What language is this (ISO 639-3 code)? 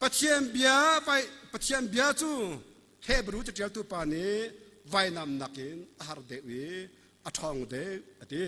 cnh